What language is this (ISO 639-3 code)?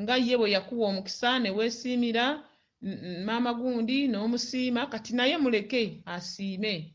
lug